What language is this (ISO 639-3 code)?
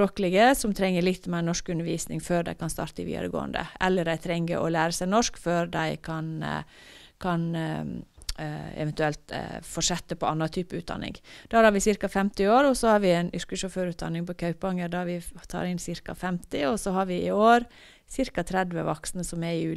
nor